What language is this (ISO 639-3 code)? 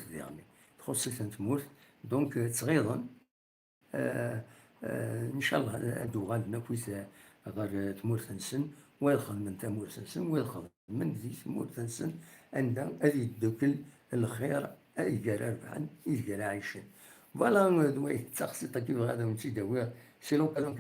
kab